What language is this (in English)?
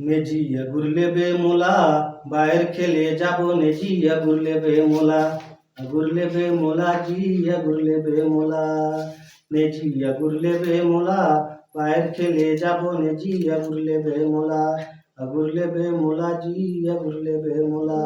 Chhattisgarhi